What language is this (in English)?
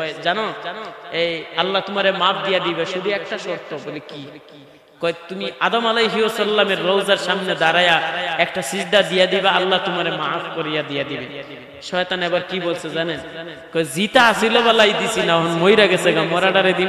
Sylheti